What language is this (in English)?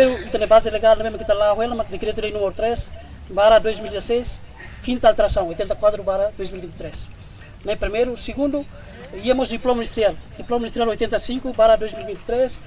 Tetum